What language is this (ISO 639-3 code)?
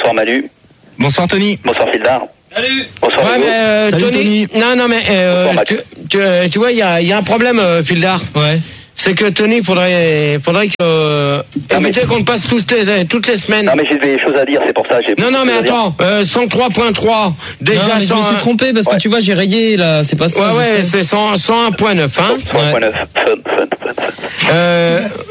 fra